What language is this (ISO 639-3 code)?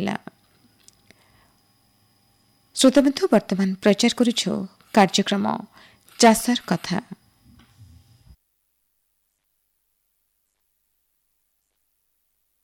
ori